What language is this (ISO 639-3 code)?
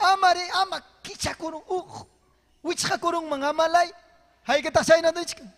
quy